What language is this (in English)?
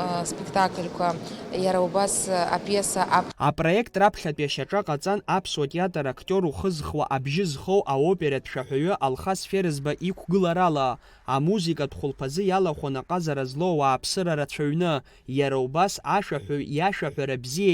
Abkhazian